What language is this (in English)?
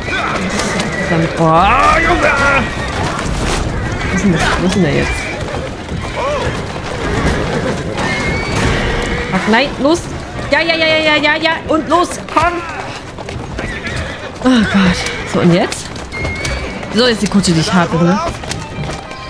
German